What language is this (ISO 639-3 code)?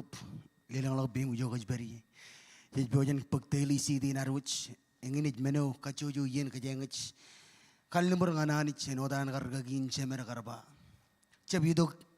mah